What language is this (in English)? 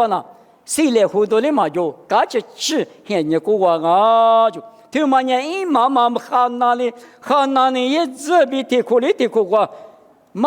Lisu